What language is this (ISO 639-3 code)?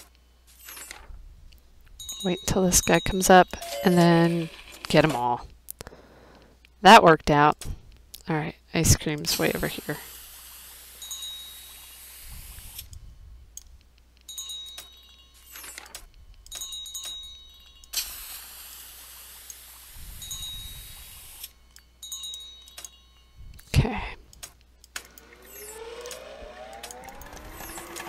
eng